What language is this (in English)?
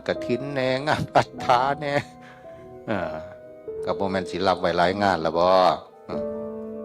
Northeastern Thai